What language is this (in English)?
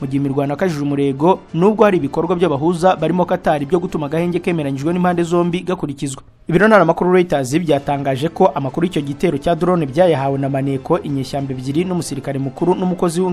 Kinyarwanda